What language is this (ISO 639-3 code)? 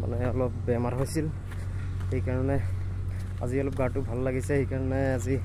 asm